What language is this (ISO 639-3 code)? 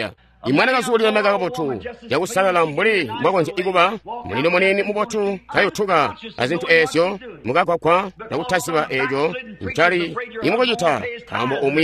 toi